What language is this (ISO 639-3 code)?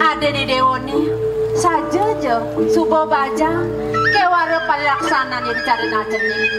ban